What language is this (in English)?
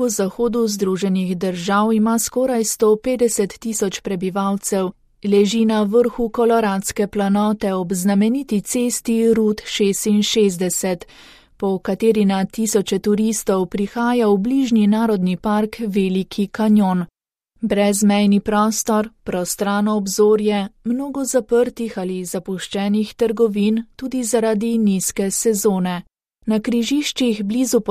Slovenian